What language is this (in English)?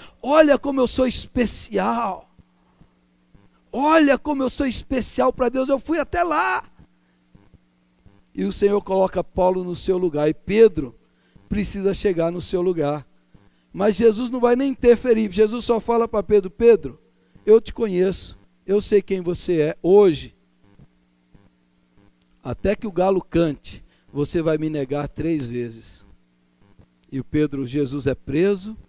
Portuguese